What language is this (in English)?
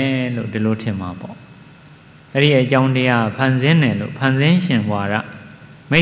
Burmese